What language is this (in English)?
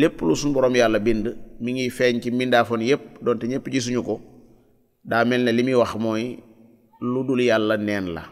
Wolof